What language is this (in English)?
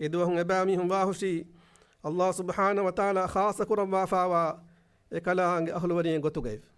Divehi